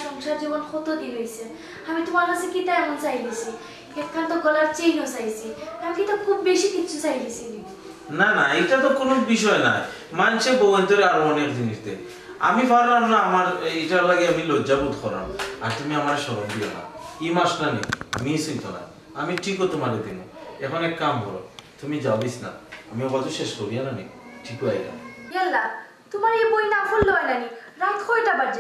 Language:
Sylheti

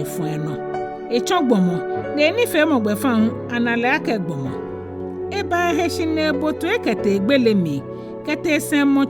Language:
Ga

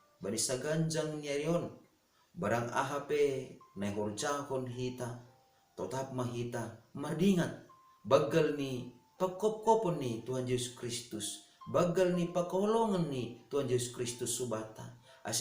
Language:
Batak Simalungun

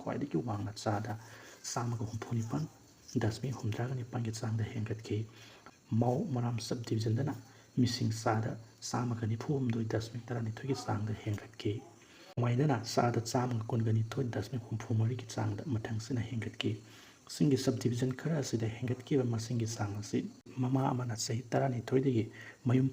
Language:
Manipuri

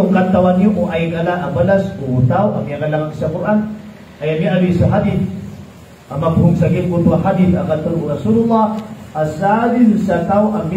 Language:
Maranao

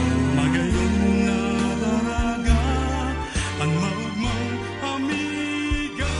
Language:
Bikol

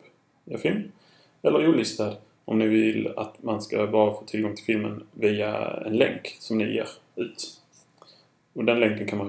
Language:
Swedish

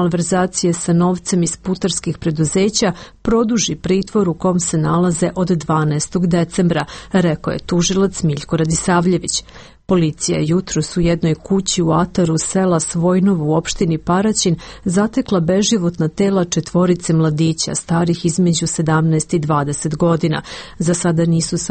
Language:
Serbian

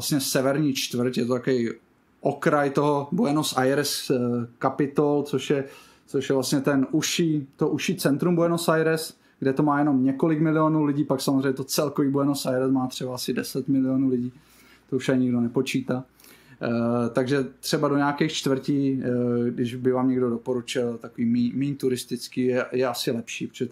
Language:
Czech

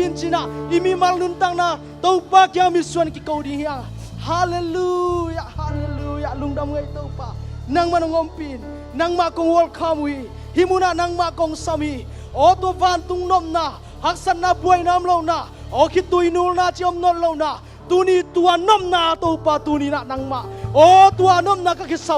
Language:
Tedim Chin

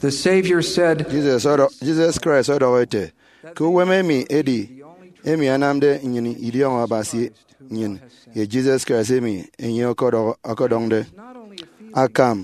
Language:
Efik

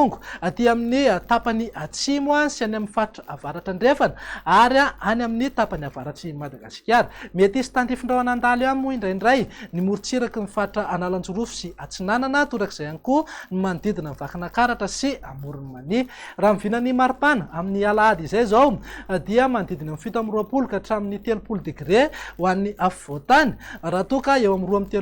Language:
Malagasy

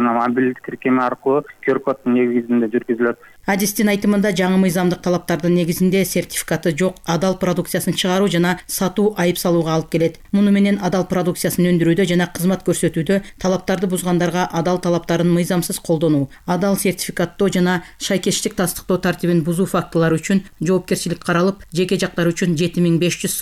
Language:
Kyrgyz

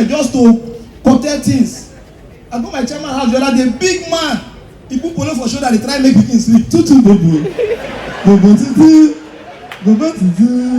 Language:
Nigerian Pidgin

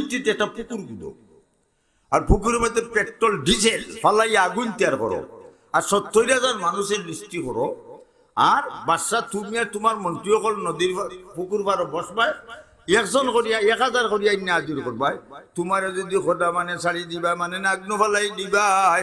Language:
Sylheti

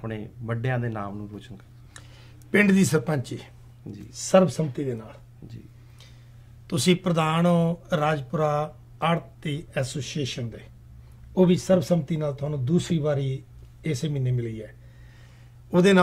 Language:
Punjabi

